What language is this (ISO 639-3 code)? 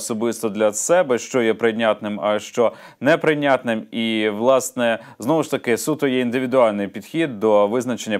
ukr